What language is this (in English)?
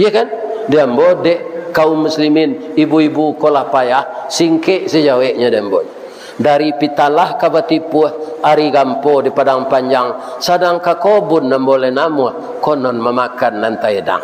Minangkabau